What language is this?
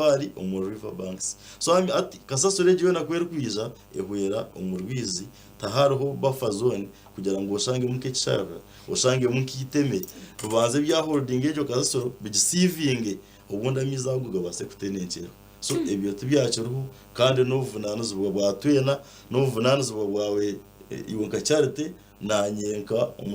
Nyankole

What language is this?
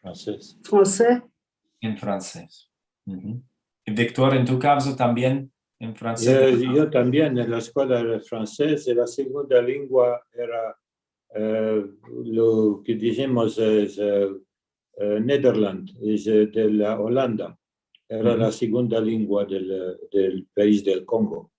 Ladino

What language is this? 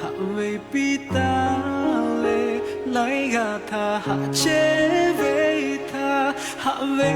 Lahu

